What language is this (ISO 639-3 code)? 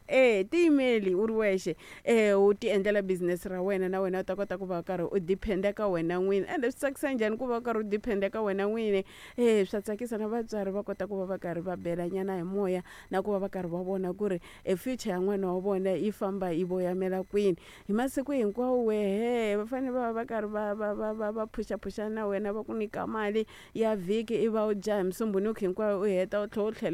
tso